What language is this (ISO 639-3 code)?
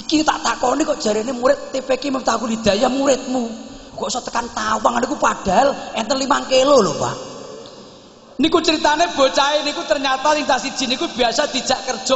jav